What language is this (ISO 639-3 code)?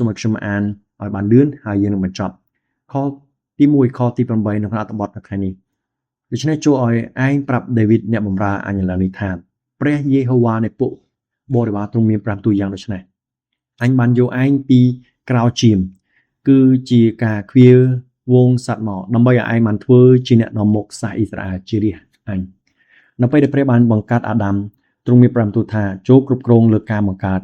khm